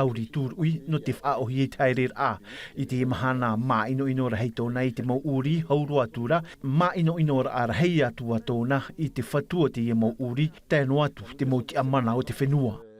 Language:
Tahitian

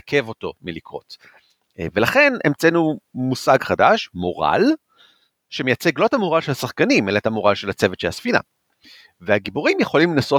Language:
Hebrew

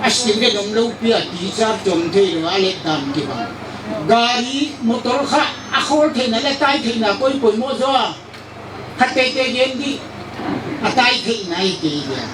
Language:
Paite Chin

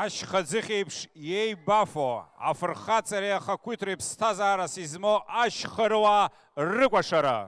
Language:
Abkhazian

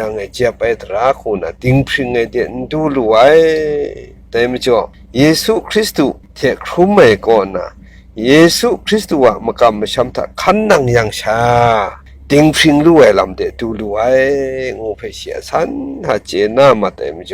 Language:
Kachin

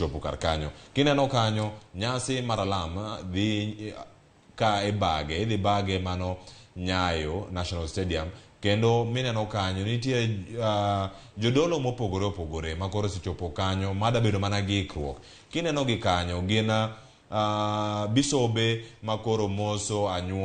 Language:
Luo (Kenya and Tanzania)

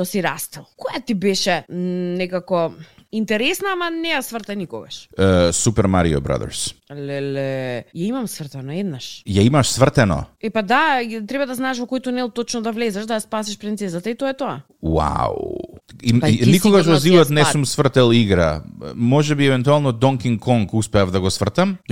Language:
Macedonian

